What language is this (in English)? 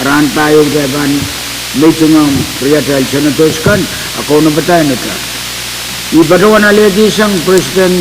Pohnpeian